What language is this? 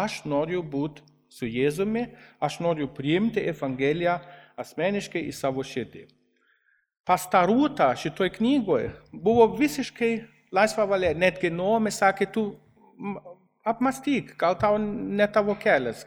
Lithuanian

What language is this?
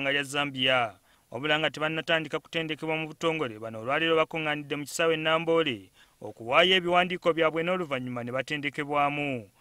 Ganda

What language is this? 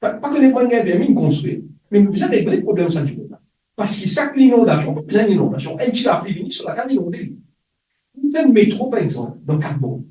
Morisyen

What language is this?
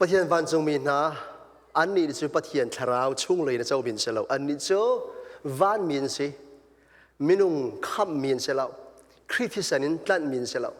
Hakha Chin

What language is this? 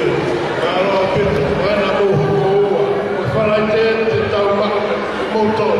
Tongan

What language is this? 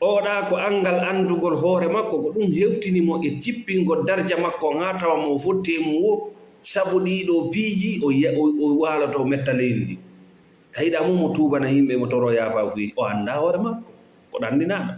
Fula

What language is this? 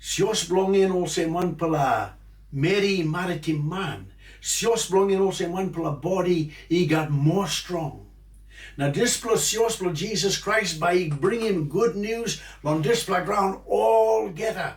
Tok Pisin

